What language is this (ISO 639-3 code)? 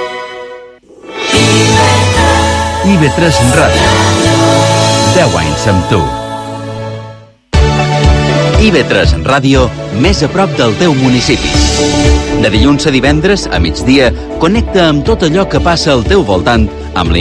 cat